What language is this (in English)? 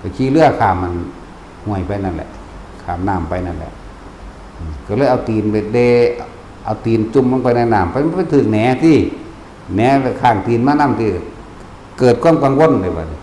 Northeastern Thai